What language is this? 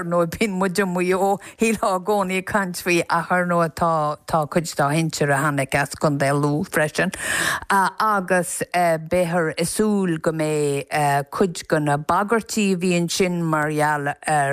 Irish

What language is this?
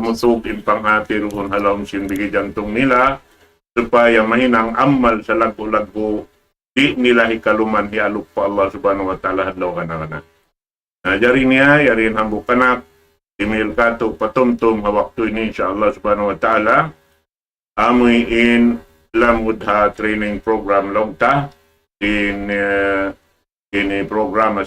Tausug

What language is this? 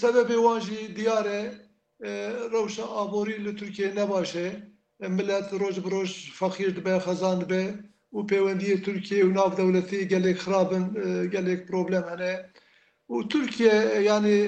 Kurdish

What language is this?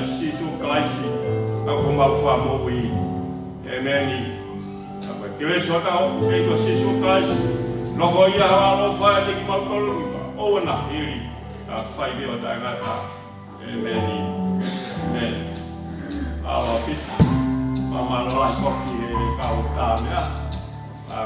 Tongan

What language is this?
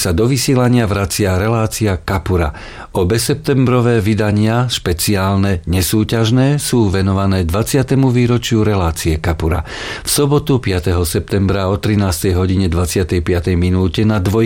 Slovak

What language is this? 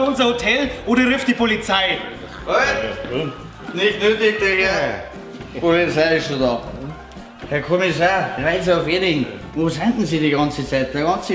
Bavarian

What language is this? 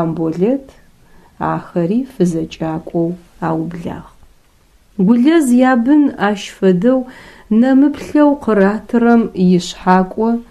Adyghe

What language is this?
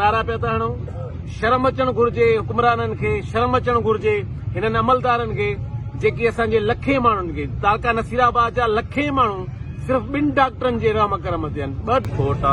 Sindhi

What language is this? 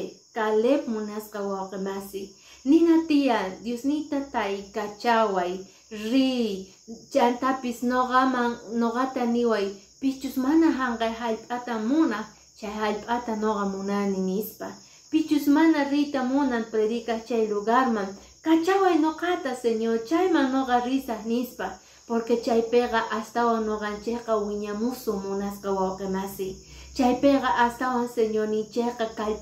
Quechua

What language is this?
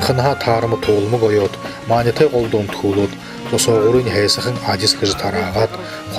Buriat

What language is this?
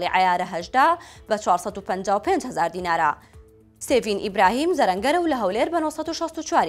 Central Kurdish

